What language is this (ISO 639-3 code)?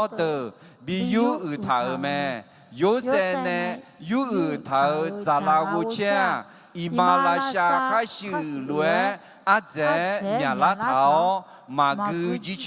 ahk